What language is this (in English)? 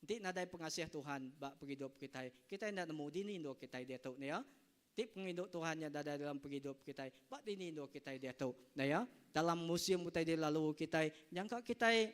Iban